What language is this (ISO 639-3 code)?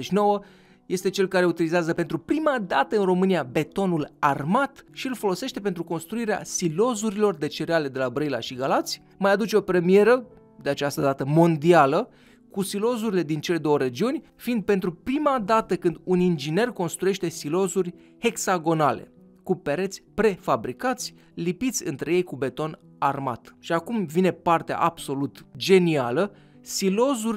ron